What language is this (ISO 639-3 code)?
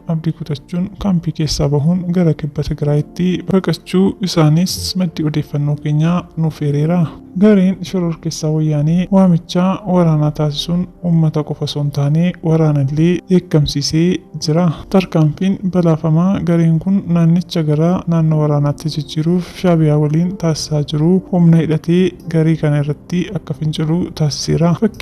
orm